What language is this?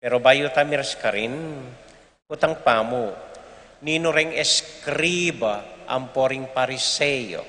Pampanga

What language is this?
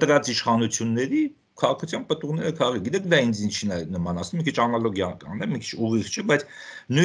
Armenian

